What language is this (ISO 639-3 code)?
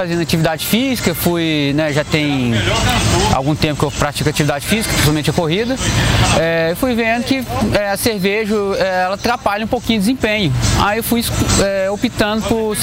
por